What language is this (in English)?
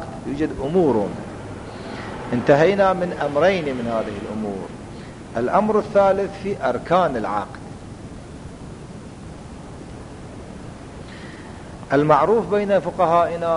Arabic